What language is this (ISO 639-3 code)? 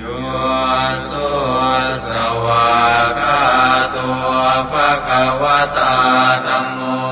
pli